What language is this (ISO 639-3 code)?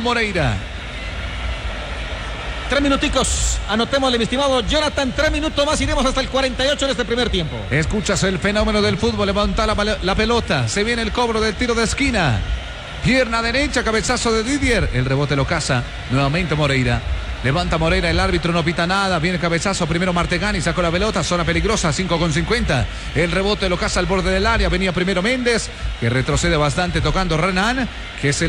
spa